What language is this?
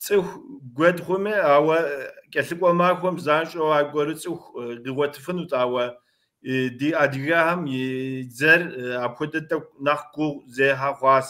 Kabardian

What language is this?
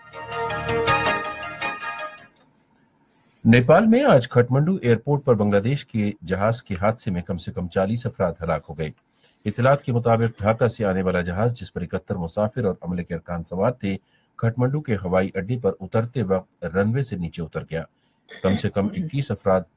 Urdu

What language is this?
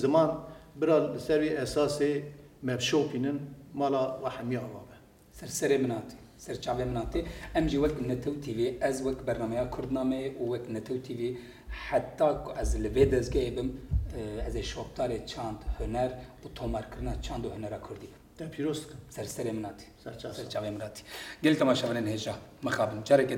Kurdish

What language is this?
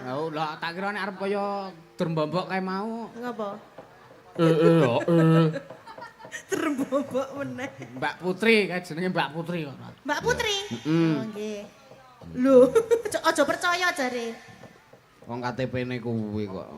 Javanese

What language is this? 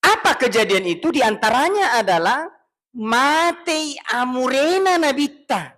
Buginese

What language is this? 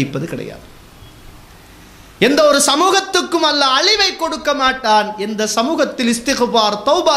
Tamil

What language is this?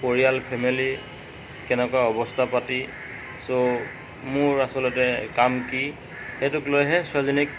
Assamese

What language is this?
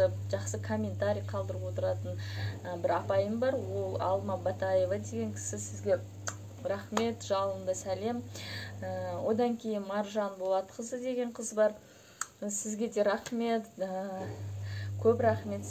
Kazakh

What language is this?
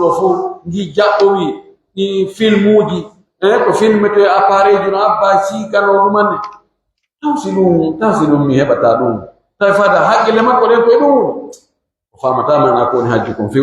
Pular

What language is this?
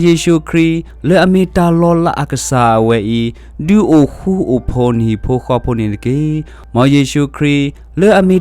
S'gaw Karen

